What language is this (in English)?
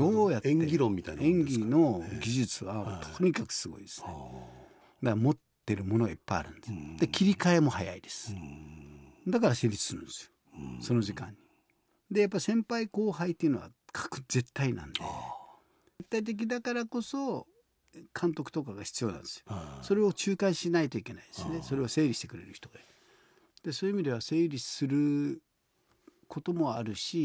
Japanese